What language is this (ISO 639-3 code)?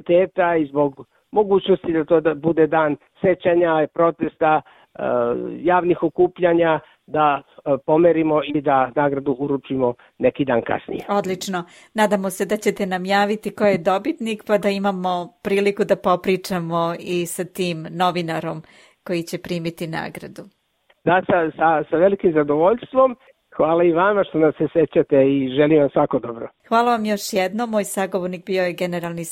srp